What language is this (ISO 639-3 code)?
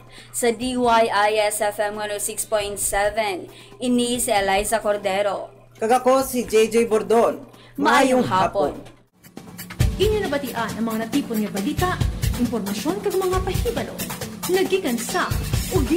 hil